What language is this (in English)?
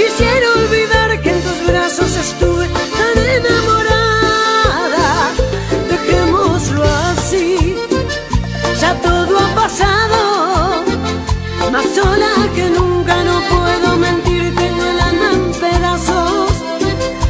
Spanish